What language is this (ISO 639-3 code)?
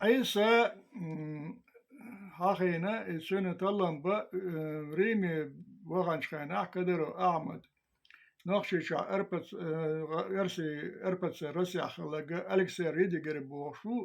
che